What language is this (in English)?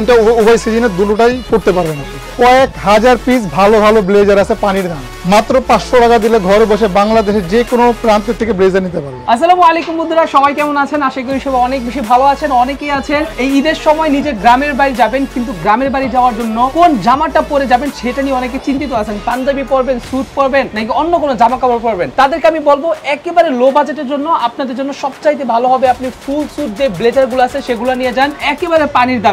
Bangla